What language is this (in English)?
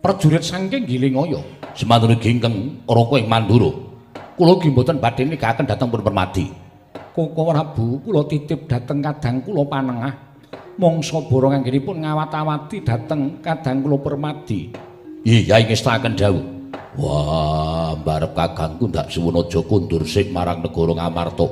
Javanese